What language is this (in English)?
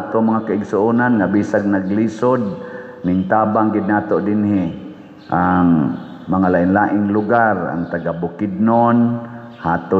Cebuano